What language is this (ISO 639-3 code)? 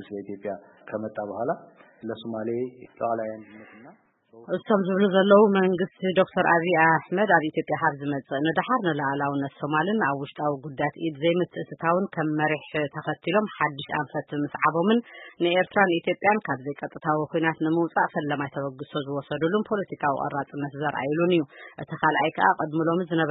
tir